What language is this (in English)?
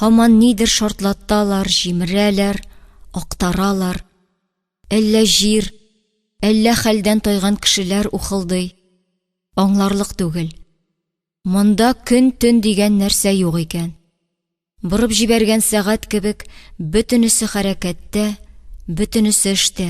Tatar